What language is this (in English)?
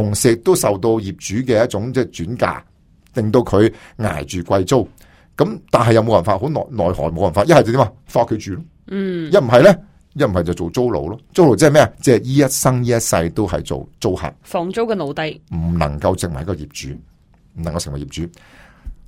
Cantonese